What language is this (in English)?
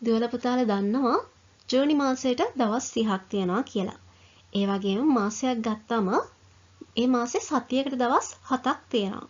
Sinhala